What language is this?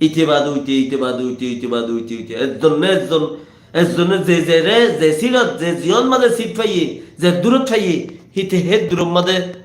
Rohingya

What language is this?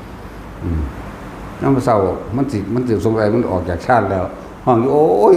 Northeastern Thai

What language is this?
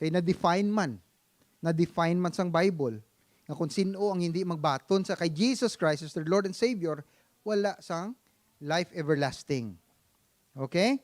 Hiligaynon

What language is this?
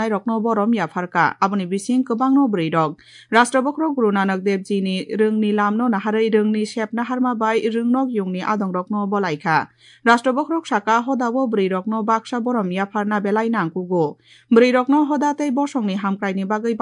Kok Borok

